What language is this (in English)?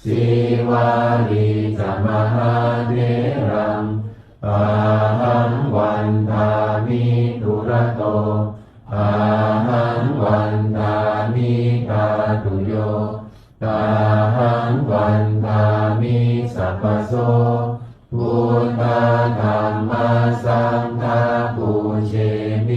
Pali